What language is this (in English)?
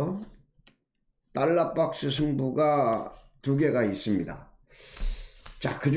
Korean